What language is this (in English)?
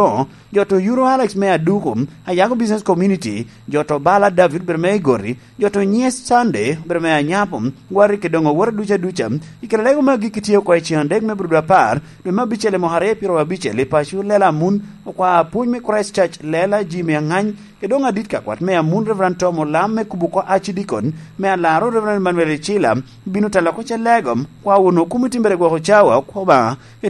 Lango (Uganda)